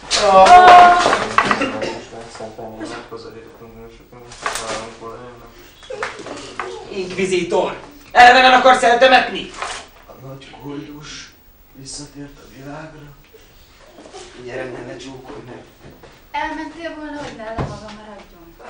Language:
Hungarian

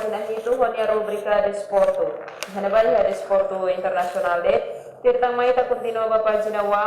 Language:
Tetum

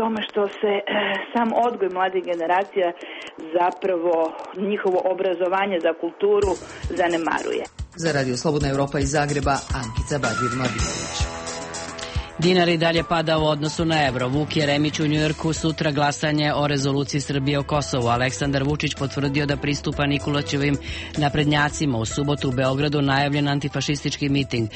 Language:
Serbian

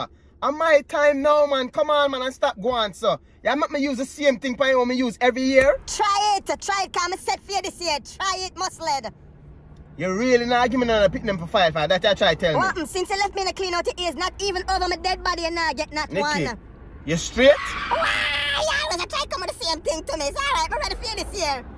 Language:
Jamaican Creole English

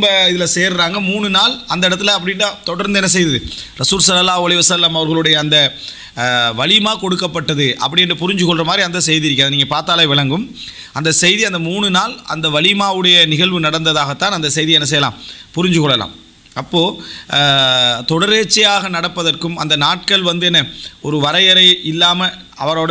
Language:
Tamil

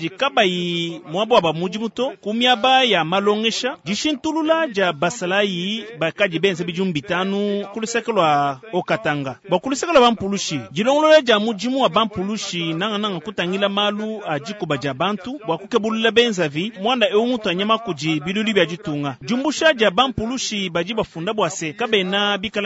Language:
Luba-Lulua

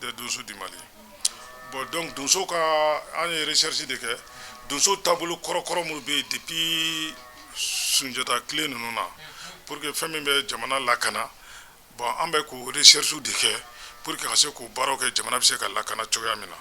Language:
Bambara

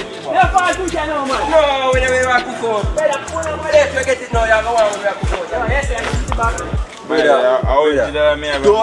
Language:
Jamaican Creole English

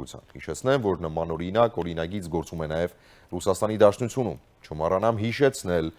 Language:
Armenian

